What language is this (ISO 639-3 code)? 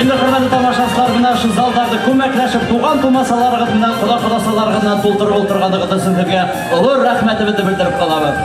bak